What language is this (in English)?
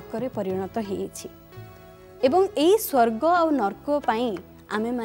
Odia